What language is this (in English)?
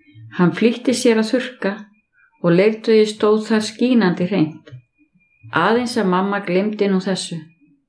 Icelandic